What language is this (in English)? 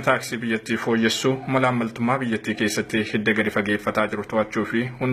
Oromo